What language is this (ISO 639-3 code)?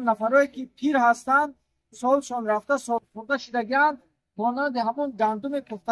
tgk